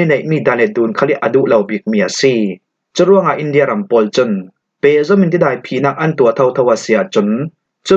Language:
Falam Chin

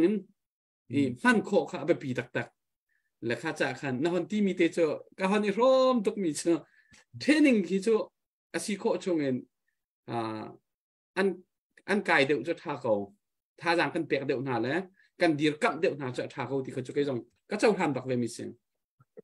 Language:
Hakha Chin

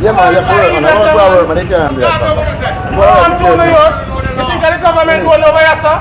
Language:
Jamaican Creole English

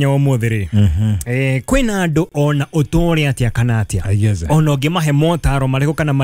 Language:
Kikuyu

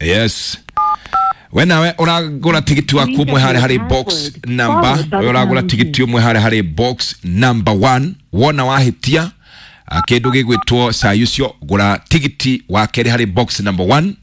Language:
Kikuyu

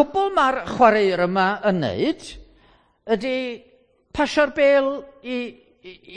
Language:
Welsh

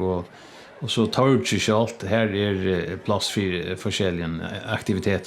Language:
Faroese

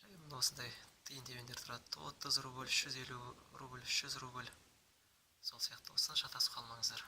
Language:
Kazakh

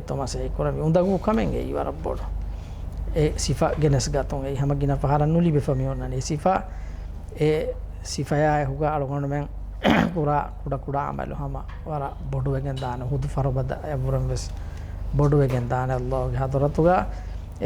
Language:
Divehi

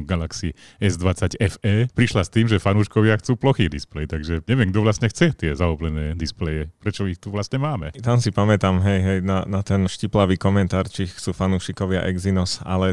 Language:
Slovak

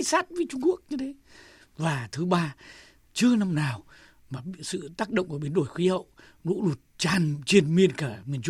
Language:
Vietnamese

